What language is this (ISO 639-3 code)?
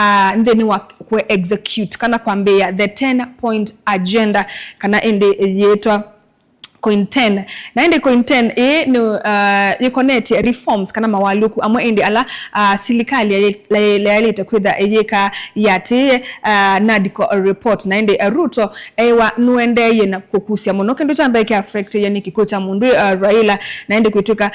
kam